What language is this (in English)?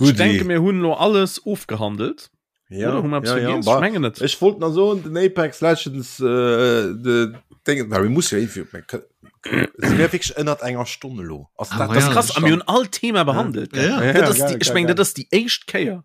Luxembourgish